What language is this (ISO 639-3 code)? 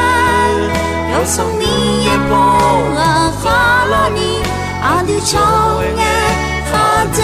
ahk